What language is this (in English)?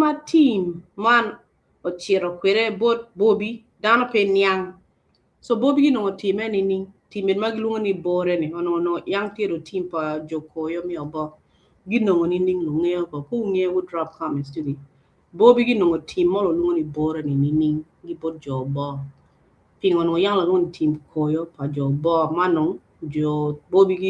Acoli